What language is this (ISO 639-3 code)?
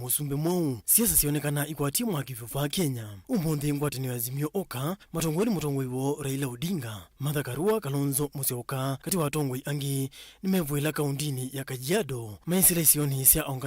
kam